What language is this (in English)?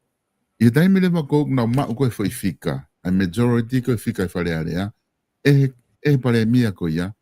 Tongan